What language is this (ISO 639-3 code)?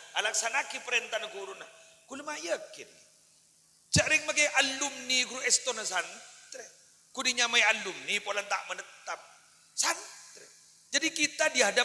mad